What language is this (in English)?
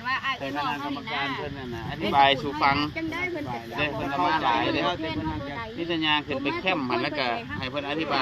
Lao